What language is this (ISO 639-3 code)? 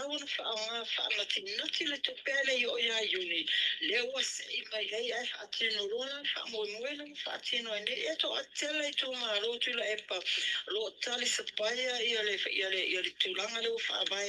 smo